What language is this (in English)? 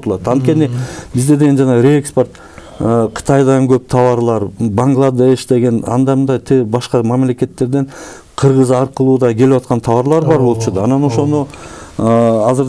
Kyrgyz